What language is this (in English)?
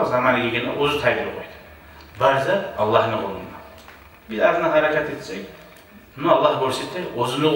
Kumyk